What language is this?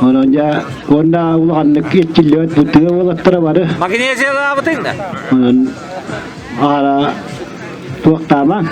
Yakut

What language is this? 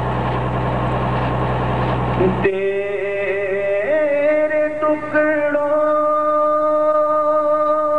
Urdu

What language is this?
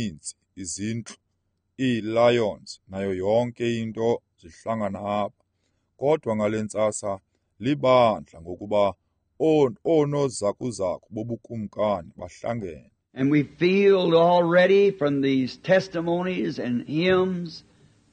Xhosa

